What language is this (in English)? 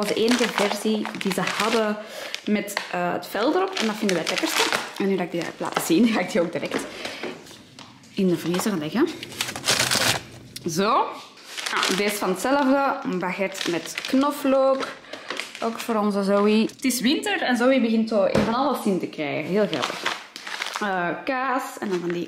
Dutch